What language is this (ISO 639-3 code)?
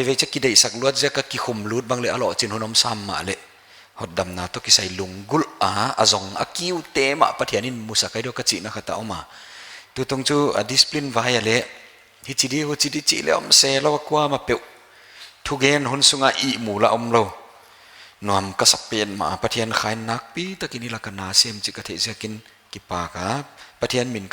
pck